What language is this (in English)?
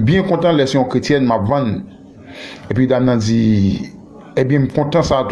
Haitian Creole